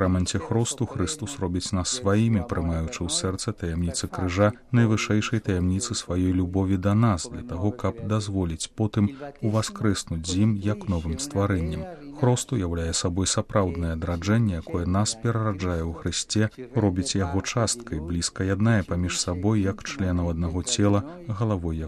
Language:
Belarusian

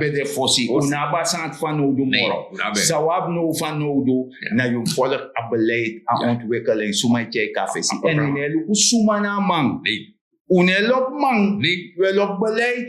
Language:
Sranan Tongo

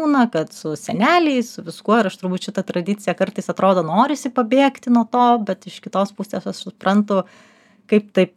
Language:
Lithuanian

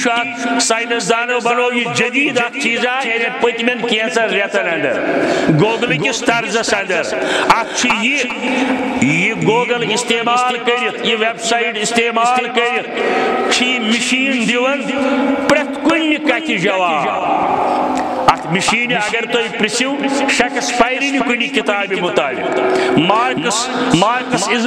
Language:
Kashmiri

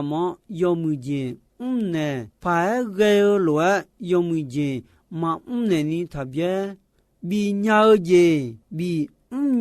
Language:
Akha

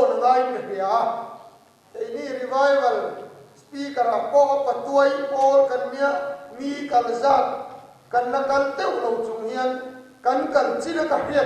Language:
Mizo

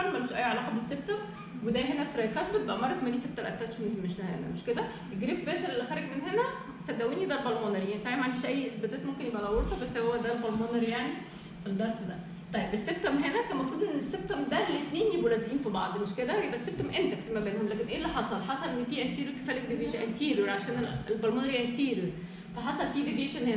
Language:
Egyptian Arabic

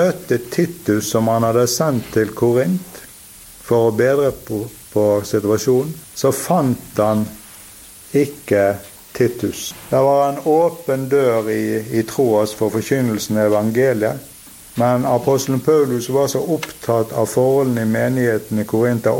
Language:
Norwegian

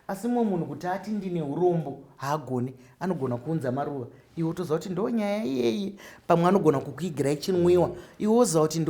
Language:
Shona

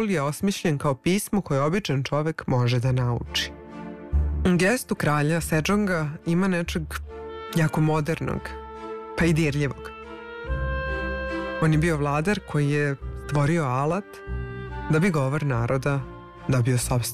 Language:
Serbian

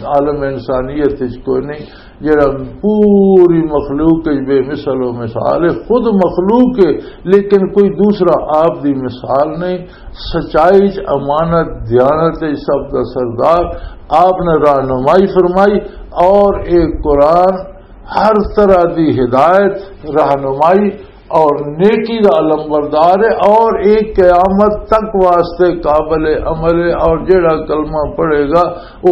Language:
Western Panjabi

